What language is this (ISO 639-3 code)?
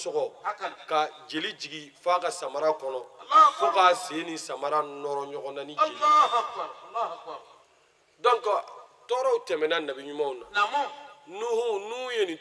bam